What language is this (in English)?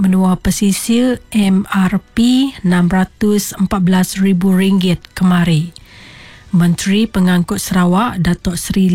Iban